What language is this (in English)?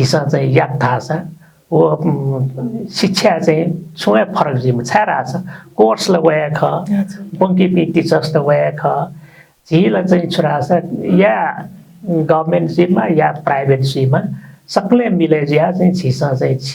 Newari